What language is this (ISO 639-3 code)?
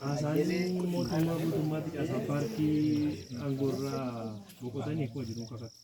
orm